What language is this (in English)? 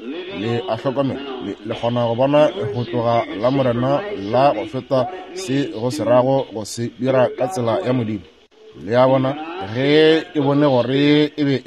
Northern Sotho